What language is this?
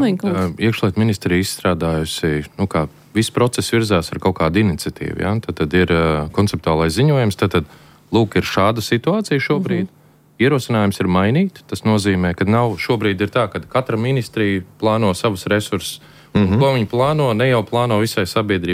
Latvian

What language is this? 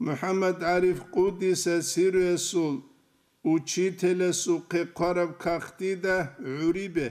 Avaric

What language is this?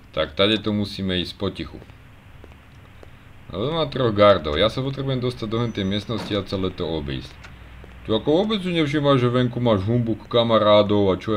Slovak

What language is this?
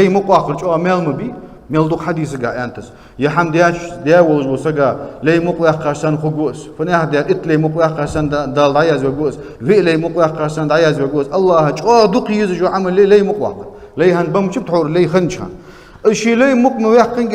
Ingush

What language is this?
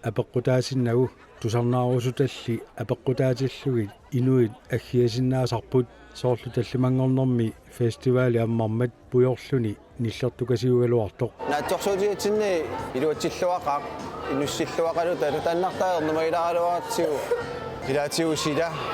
Kalaallisut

